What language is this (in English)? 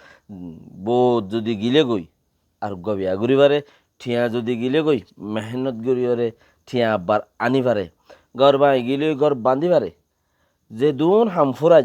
Rohingya